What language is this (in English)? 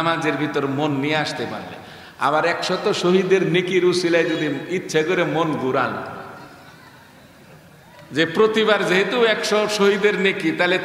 Bangla